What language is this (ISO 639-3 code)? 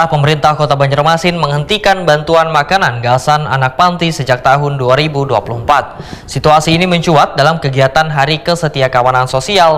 bjn